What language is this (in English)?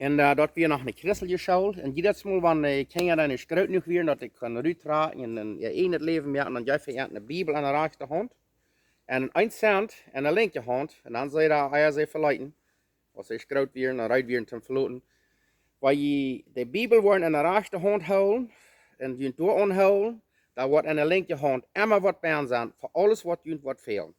Plautdietsch